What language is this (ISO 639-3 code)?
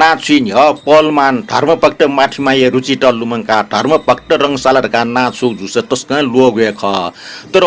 new